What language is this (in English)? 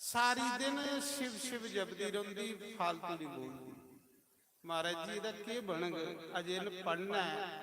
Dogri